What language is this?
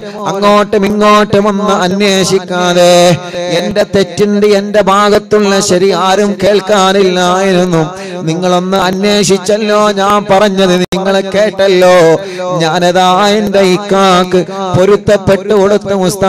Malayalam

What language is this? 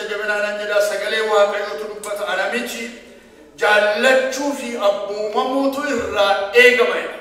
Oromo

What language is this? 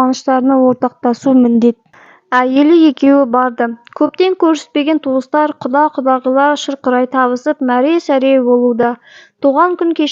Kazakh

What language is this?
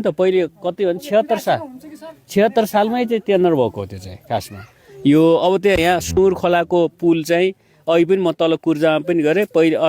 Nepali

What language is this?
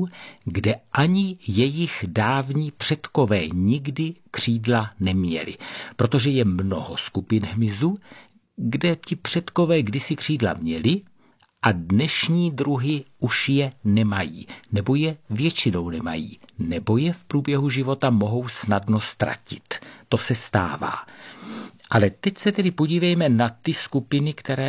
Czech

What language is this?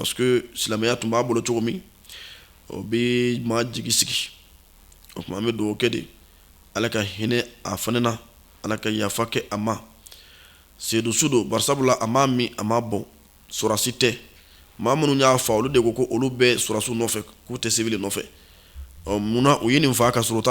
Bambara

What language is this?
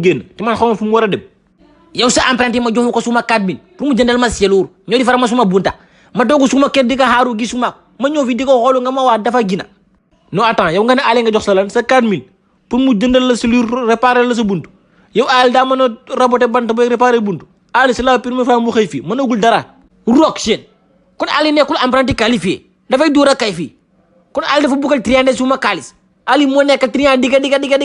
Wolof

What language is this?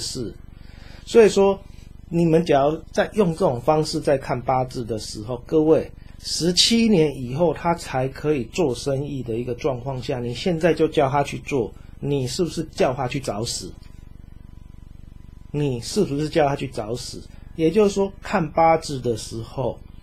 Chinese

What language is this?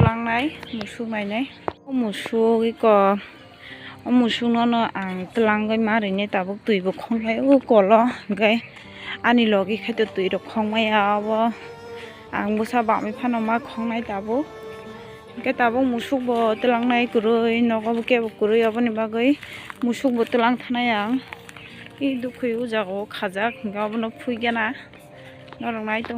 Kok Borok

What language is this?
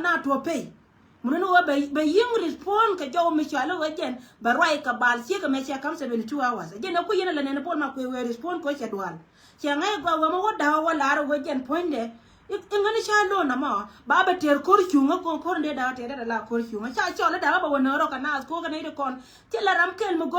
Nuer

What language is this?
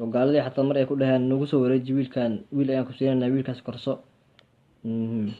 Somali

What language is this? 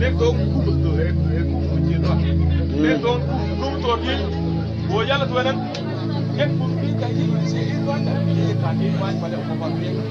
Mabaan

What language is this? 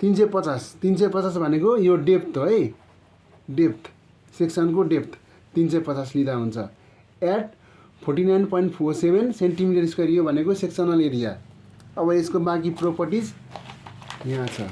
Nepali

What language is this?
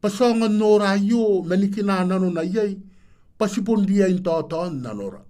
Gilbertese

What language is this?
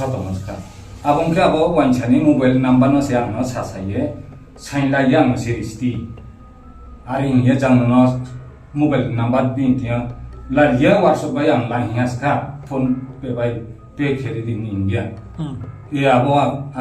Riang (India)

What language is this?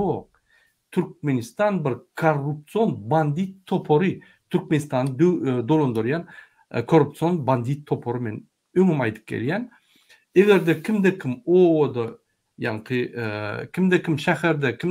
Turkmen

